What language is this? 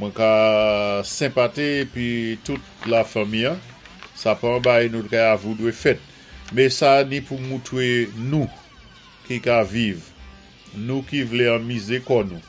Saint Lucian Creole French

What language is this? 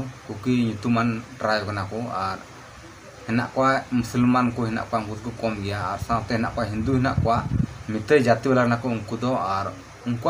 Santali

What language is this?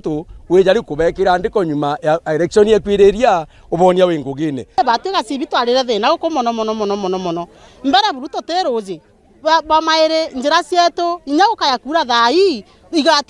Meru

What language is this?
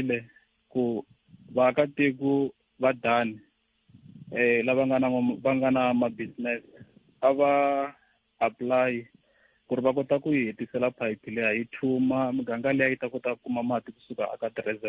Tsonga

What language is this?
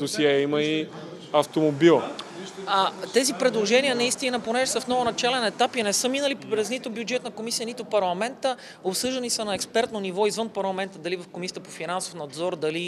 Bulgarian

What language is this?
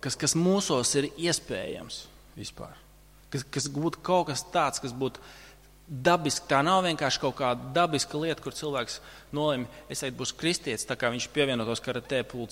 Latvian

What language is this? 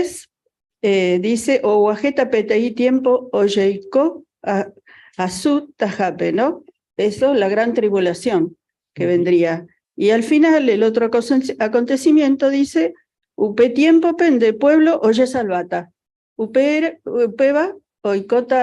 Guarani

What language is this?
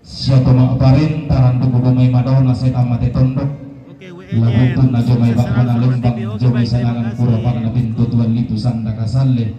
Toraja-Sa'dan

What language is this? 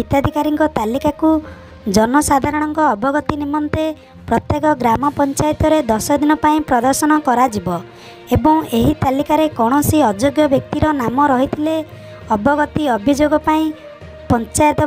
Odia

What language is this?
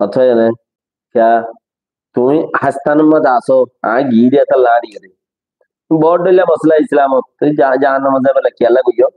Rohingya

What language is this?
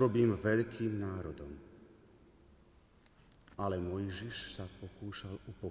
Slovak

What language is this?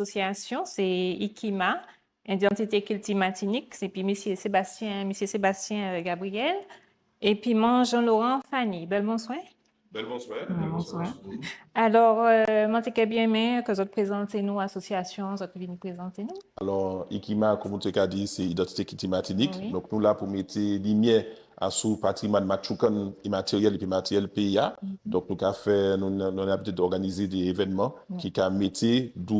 Guadeloupean Creole French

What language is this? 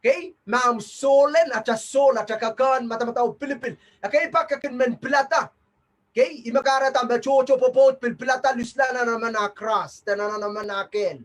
Pohnpeian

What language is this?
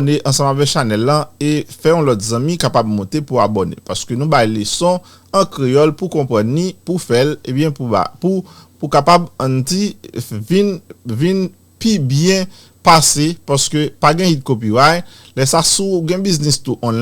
Haitian Creole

